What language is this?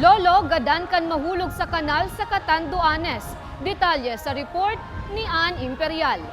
Bikol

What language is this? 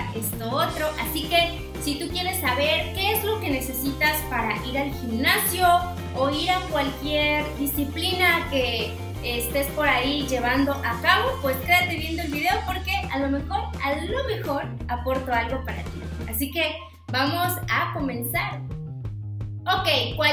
Spanish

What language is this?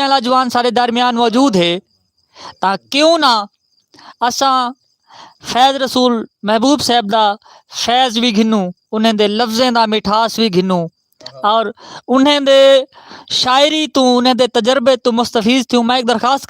Saraiki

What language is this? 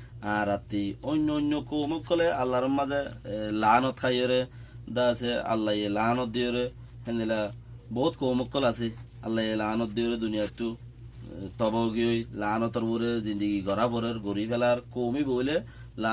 Rohingya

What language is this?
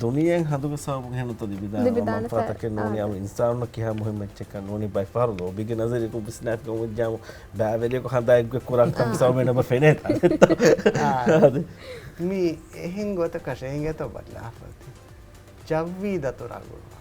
Divehi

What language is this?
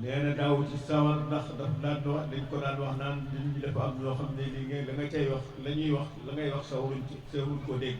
Wolof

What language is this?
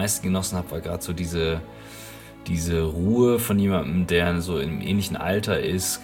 German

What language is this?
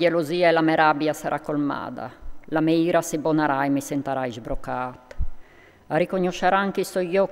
Friulian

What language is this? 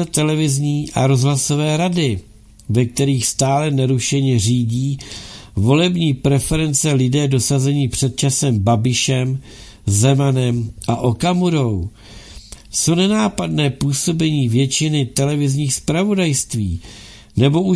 Czech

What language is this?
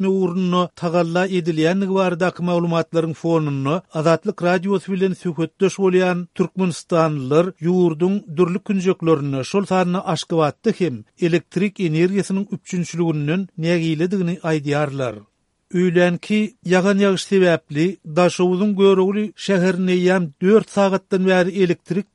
Turkmen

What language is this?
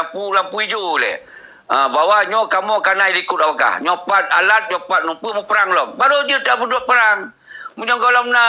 Achinese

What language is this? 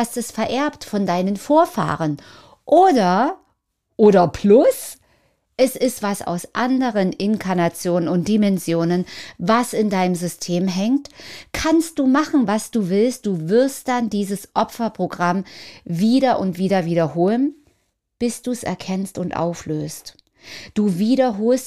German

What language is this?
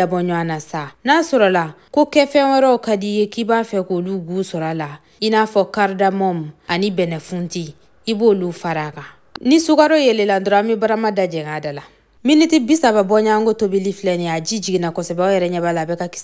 Bambara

